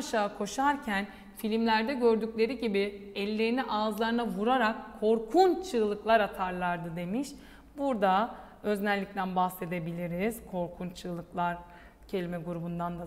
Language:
Turkish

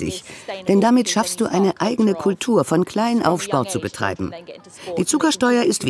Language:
German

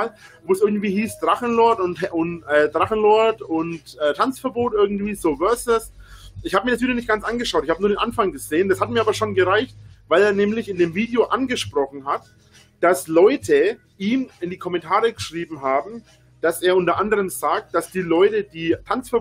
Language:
German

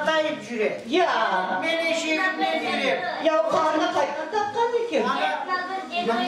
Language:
Crimean Tatar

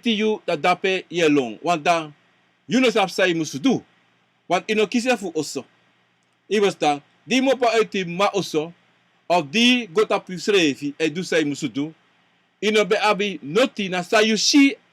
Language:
Sranan Tongo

